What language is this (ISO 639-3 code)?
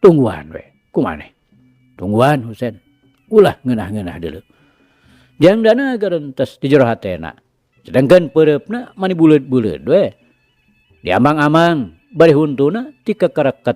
sun